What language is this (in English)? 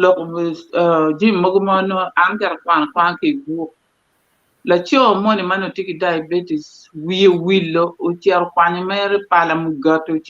Acoli